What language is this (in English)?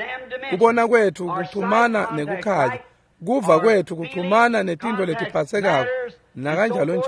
Swati